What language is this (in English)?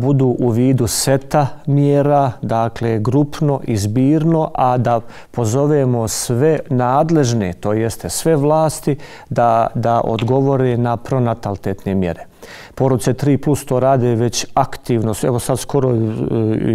Bosnian